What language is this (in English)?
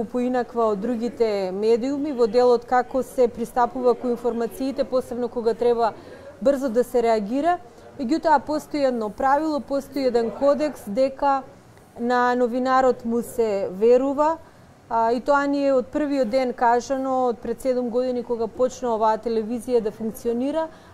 Macedonian